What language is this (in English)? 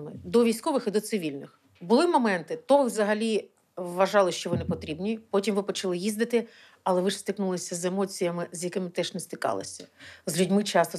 Ukrainian